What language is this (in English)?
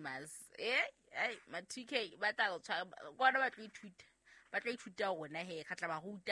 Southern Sotho